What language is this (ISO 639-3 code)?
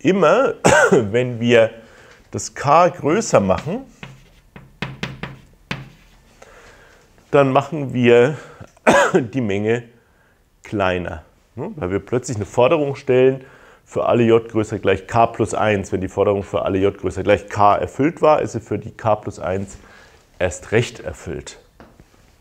deu